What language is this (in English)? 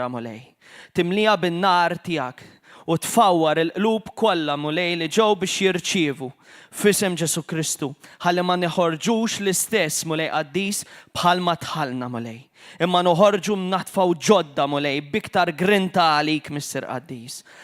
Maltese